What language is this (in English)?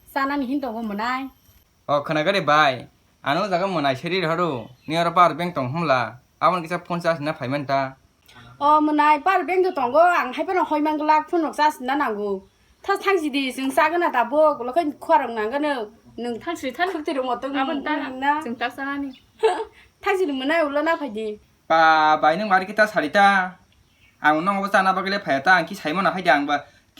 Kok Borok